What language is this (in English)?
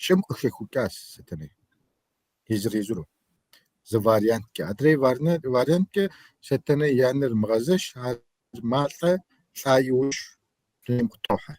Kabardian